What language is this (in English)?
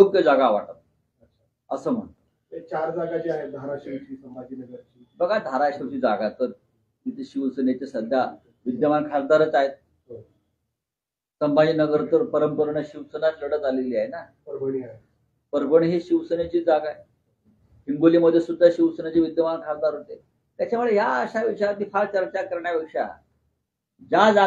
Marathi